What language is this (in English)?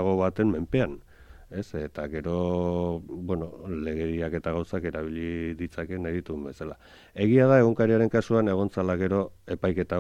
Basque